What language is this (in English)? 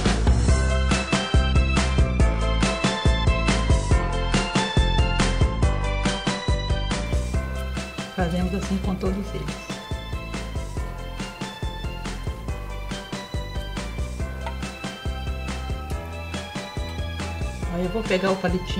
Portuguese